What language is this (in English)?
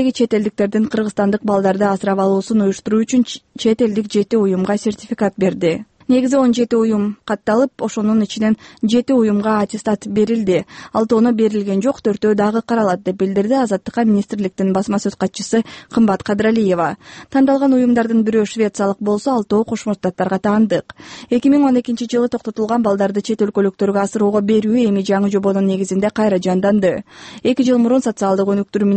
Kyrgyz